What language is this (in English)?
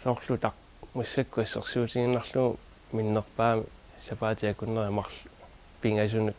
Kalaallisut